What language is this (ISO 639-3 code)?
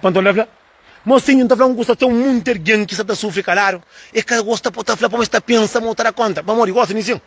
kea